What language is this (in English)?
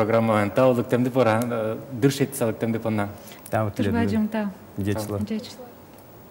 Udmurt